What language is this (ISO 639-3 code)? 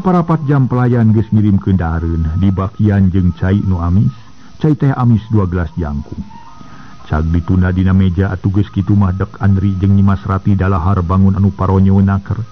sun